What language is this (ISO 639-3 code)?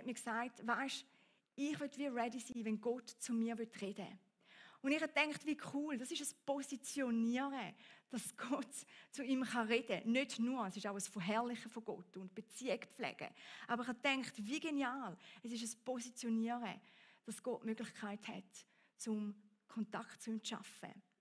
gsw